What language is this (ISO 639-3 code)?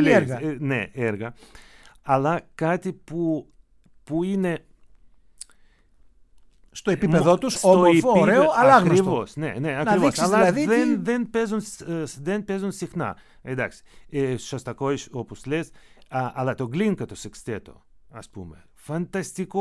ell